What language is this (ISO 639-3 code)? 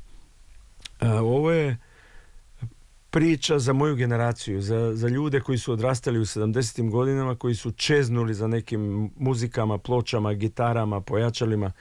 hrv